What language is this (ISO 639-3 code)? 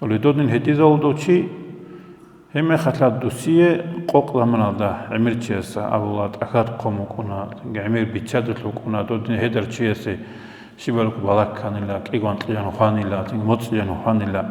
ava